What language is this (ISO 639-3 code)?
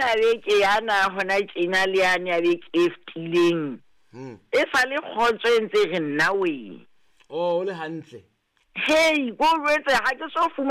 sot